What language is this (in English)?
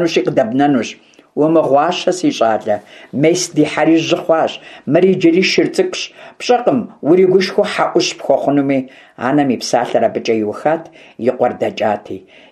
Kabardian